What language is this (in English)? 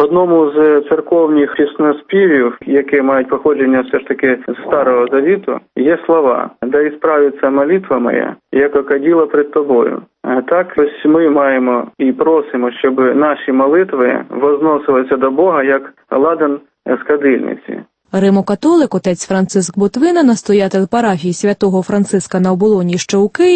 Ukrainian